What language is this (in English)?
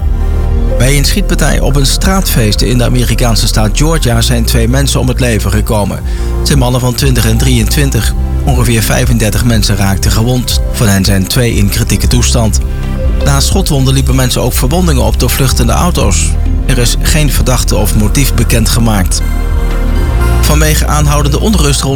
Dutch